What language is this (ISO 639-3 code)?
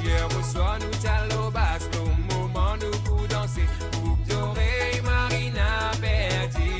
mfe